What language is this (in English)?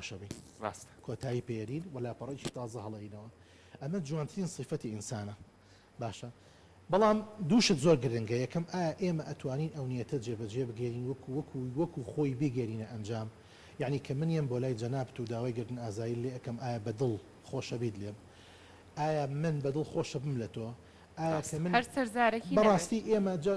Central Kurdish